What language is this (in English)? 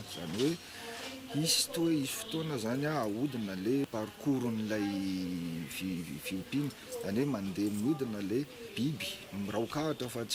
Malagasy